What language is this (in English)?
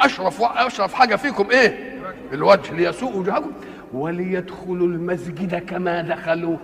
Egyptian Arabic